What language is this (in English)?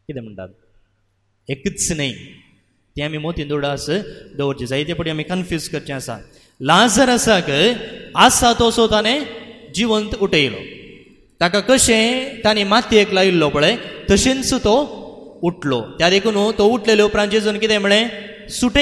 Konkani